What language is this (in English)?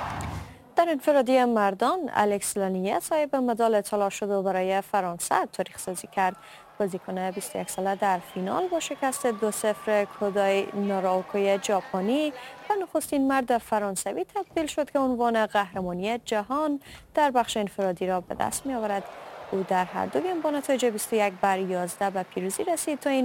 Persian